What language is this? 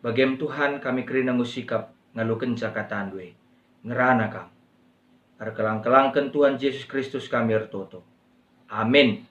Batak Karo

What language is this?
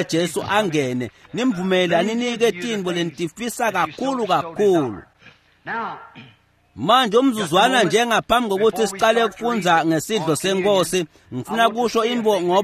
Swati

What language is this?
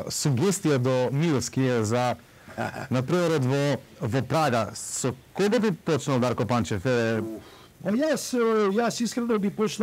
Macedonian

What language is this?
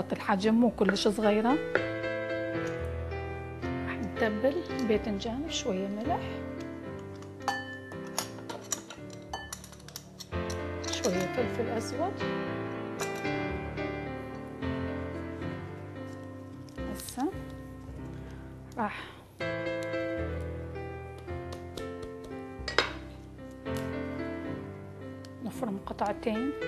Mesopotamian Arabic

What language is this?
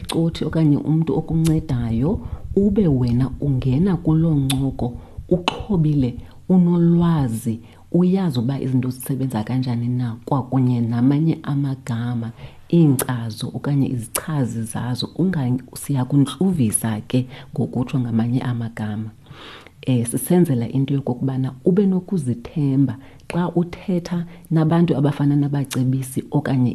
Xhosa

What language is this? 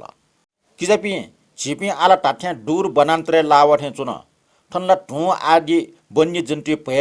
Newari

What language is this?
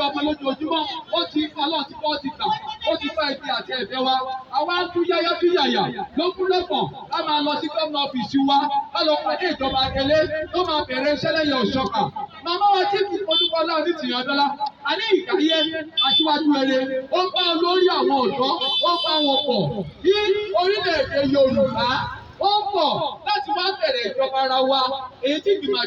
Yoruba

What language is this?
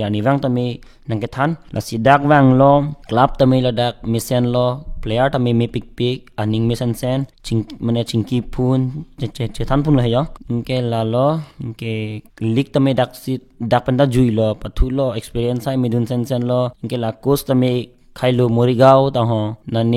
Karbi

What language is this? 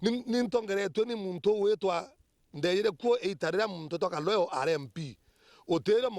Meru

